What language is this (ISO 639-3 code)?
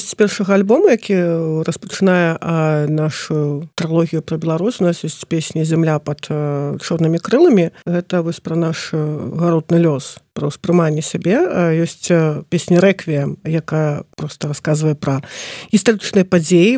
bel